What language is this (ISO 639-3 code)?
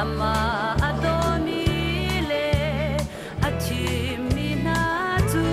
cnh